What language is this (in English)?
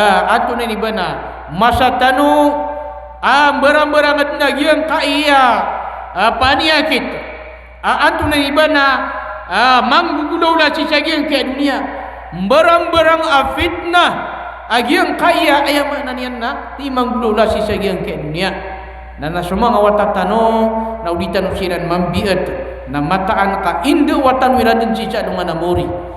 Maranao